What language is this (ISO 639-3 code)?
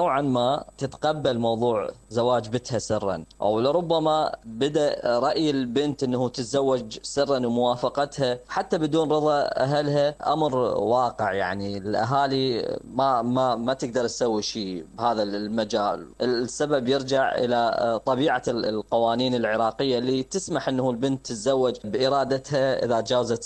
acm